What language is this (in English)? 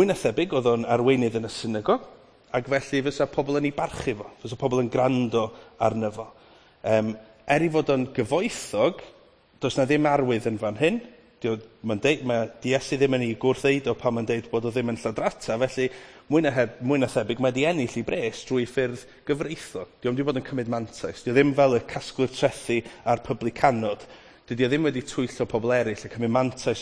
Welsh